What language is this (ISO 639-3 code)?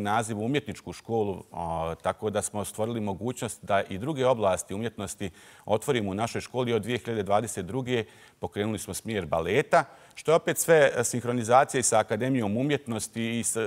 bos